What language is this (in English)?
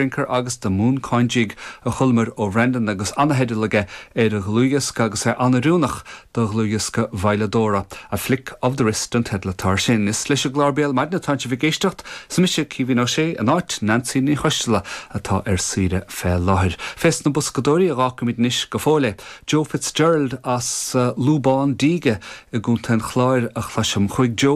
Irish